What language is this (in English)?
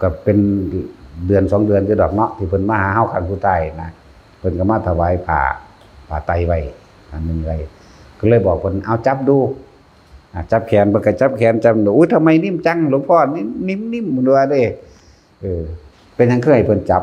Northeastern Thai